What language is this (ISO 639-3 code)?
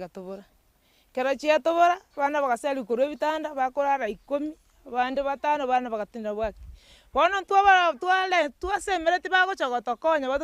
guz